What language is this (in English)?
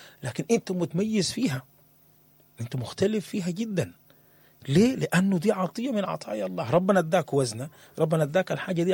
Sudanese Arabic